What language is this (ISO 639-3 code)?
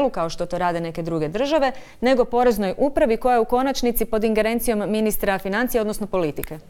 hrv